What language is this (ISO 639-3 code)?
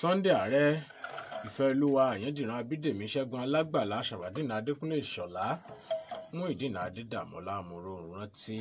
yor